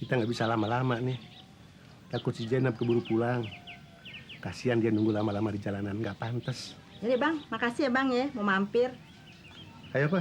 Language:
Betawi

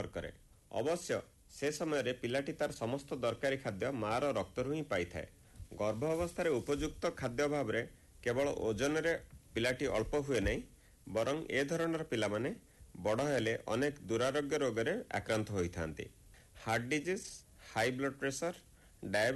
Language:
Odia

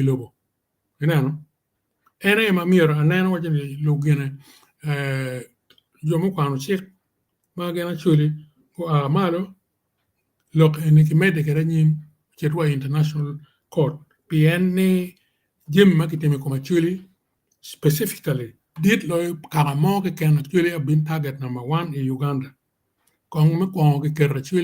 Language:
Acoli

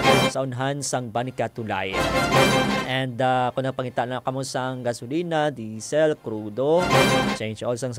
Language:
Hiligaynon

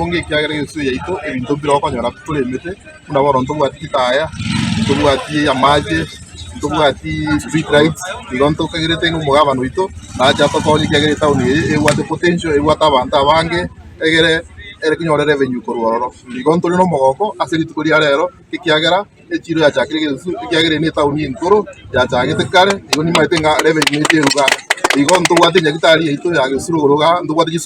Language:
Gusii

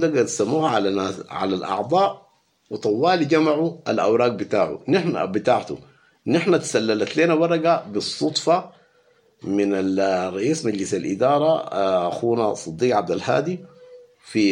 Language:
Sudanese Arabic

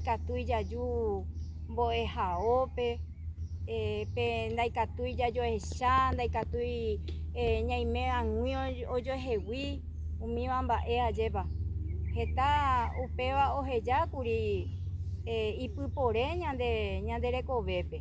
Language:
Guarani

